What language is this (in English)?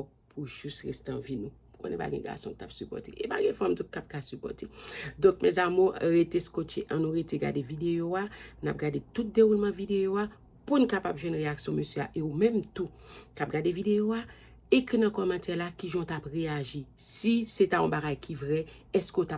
Haitian Creole